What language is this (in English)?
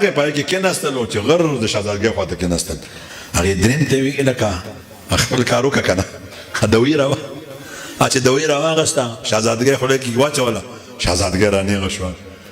Pashto